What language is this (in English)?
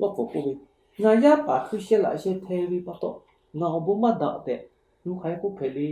Lahu